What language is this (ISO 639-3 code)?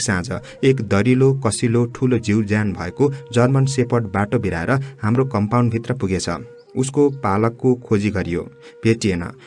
nep